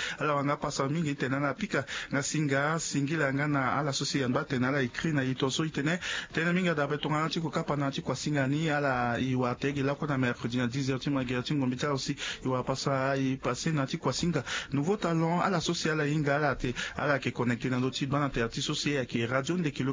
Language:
Sango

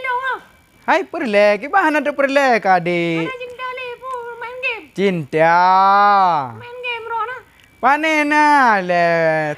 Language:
Achinese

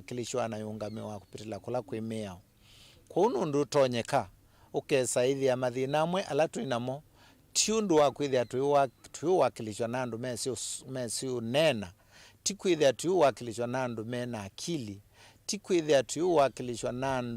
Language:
Kamba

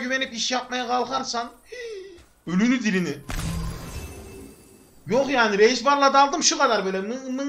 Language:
Turkish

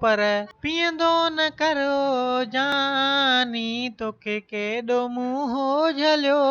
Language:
Sindhi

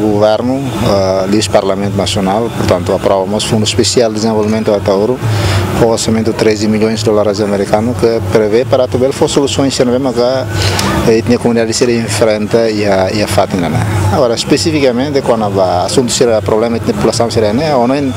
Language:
Tetum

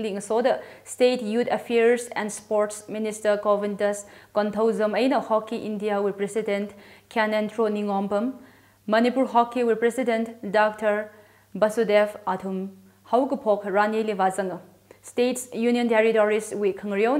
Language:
Tangkhul Naga (India)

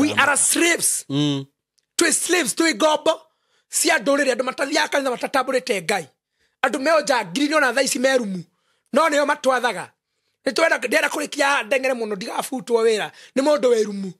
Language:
Kikuyu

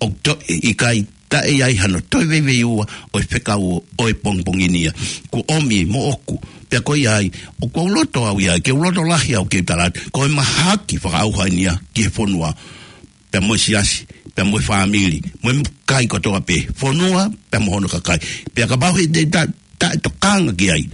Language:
Tongan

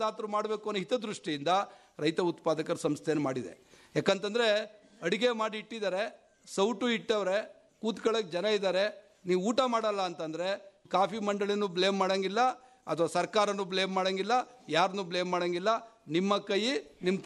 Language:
Kannada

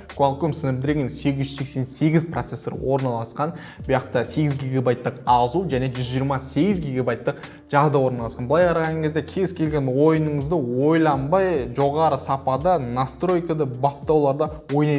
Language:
Kazakh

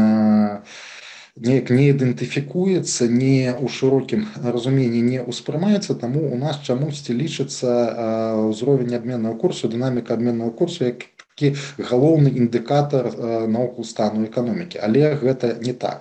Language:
Belarusian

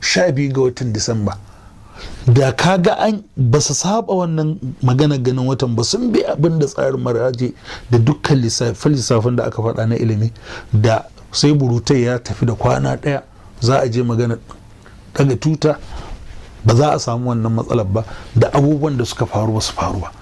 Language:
Hausa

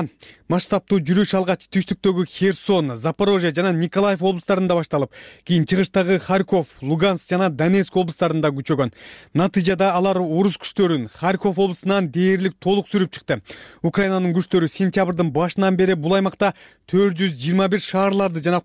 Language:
Kyrgyz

